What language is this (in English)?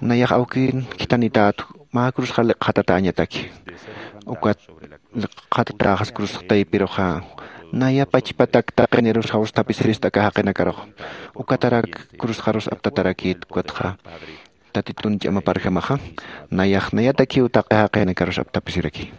Aymara